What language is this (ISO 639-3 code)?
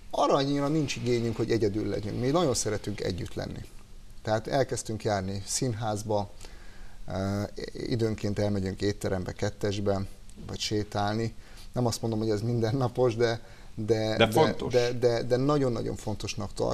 hun